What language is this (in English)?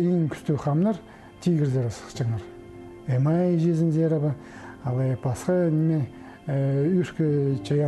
Khakas